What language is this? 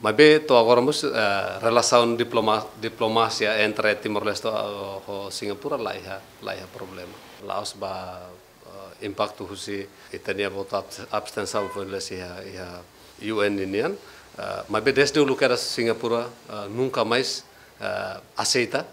Tetum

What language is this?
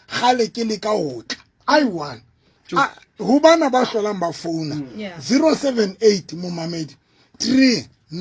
Southern Sotho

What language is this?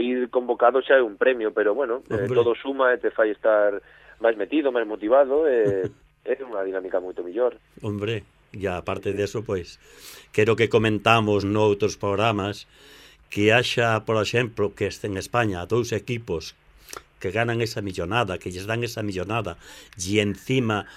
Galician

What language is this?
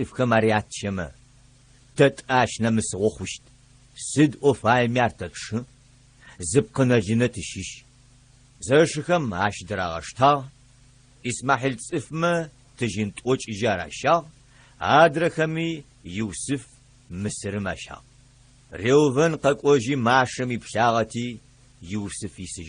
Adyghe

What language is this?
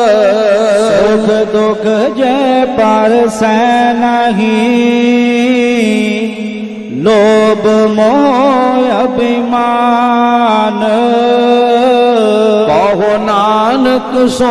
Punjabi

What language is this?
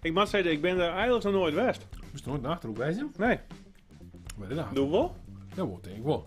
Western Frisian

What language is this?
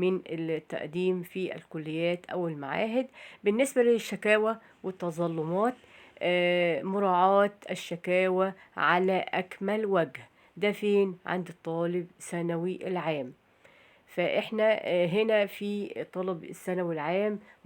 Egyptian Arabic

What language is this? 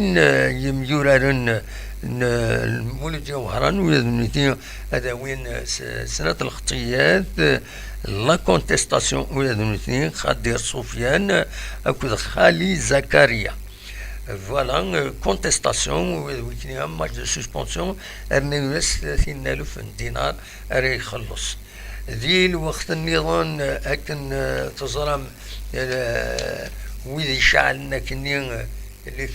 Kabyle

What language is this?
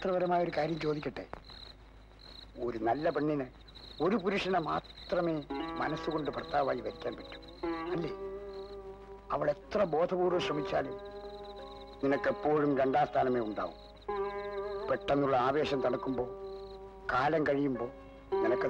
Malayalam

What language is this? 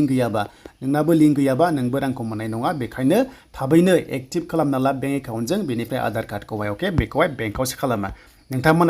Bodo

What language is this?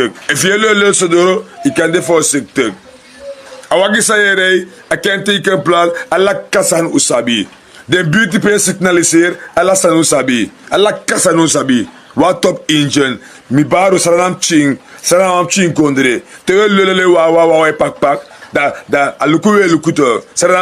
Sranan Tongo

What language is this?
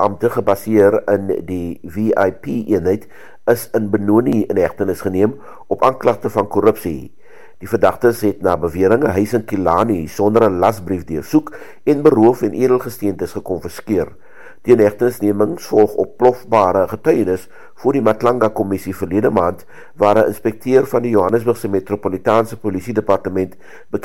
Afrikaans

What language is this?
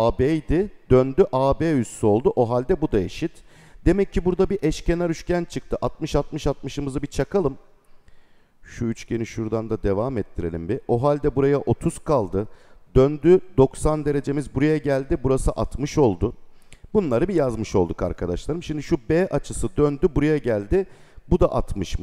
Turkish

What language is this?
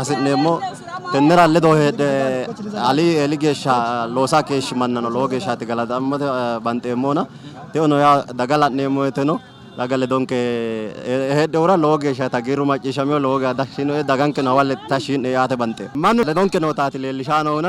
Sidamo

